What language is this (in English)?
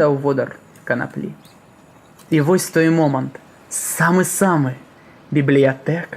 Belarusian